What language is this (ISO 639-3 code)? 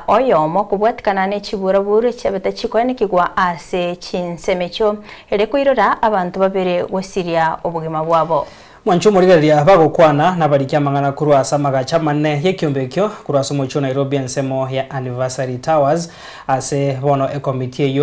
guz